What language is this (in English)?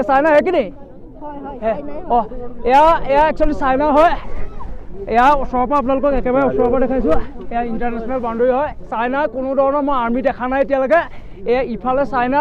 Assamese